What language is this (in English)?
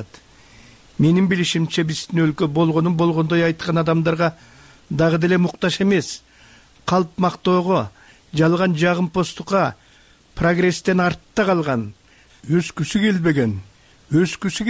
Kyrgyz